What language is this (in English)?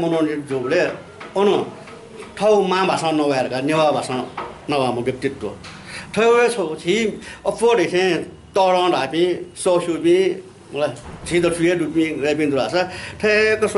Newari